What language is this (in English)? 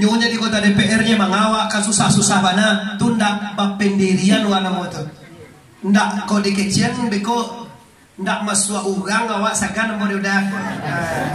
Minangkabau